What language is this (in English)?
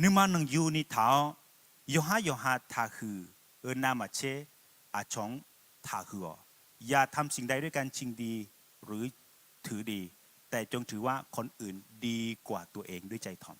Akha